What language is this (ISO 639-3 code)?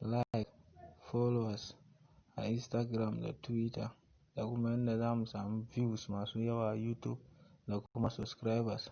hau